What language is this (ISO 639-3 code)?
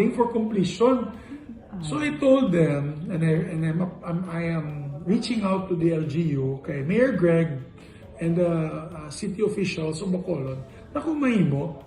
hil